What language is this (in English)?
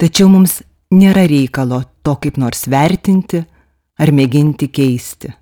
Lithuanian